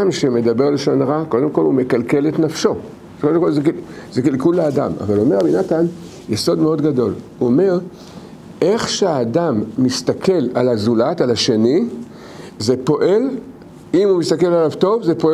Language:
Hebrew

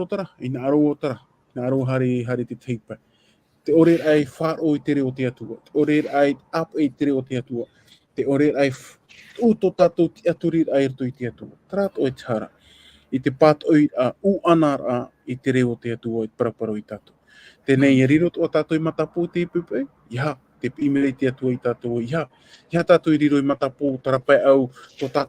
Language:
Tahitian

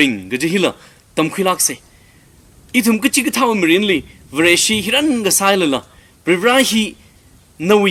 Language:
Tangkhul Naga (India)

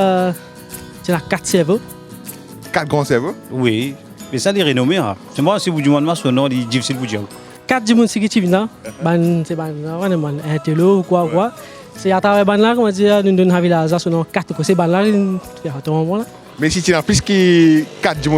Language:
Morisyen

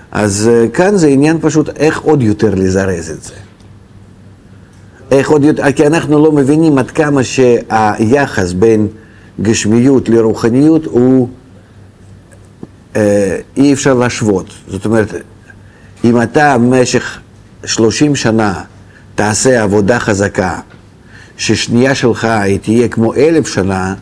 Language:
Hebrew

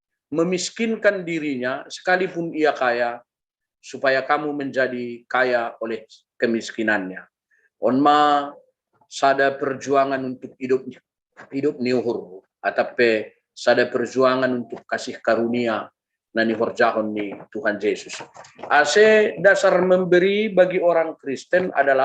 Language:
Batak Simalungun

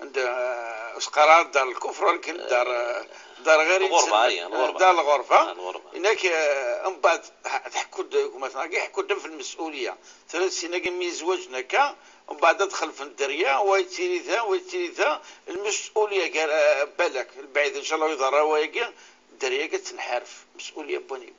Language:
Moroccan Arabic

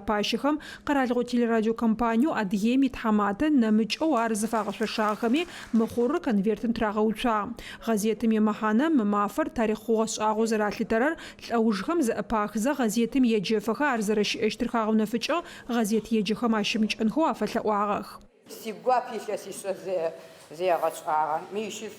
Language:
Adyghe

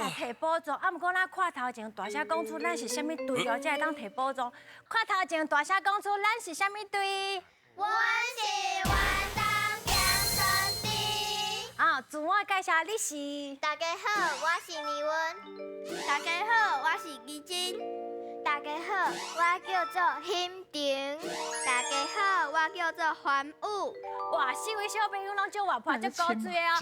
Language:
Min Nan Chinese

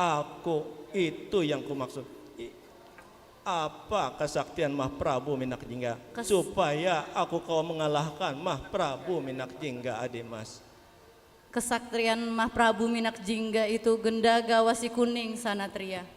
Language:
Banjar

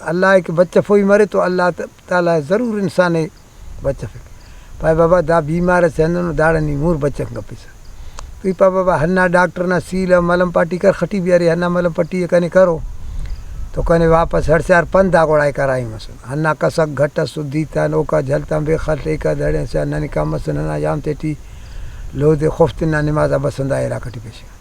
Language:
Brahui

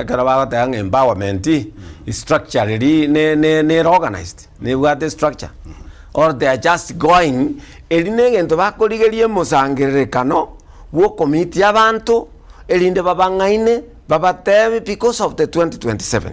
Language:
Gusii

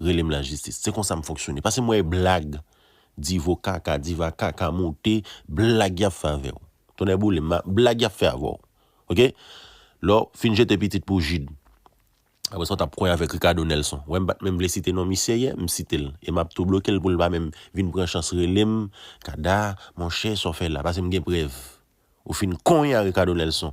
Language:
Haitian Creole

